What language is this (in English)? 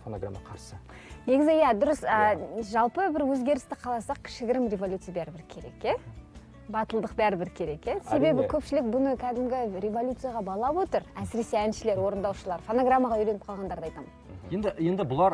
Kazakh